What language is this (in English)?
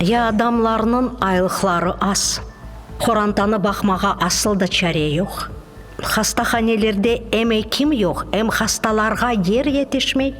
Crimean Tatar